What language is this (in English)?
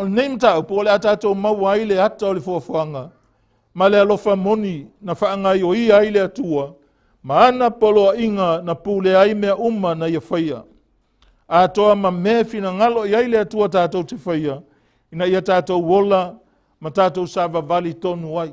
Samoan